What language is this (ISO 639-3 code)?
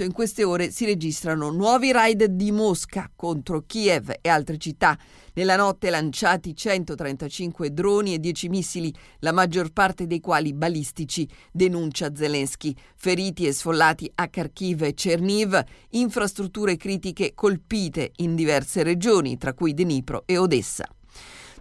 ita